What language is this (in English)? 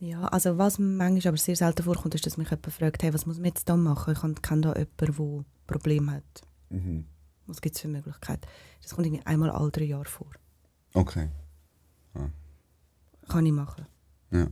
Swiss German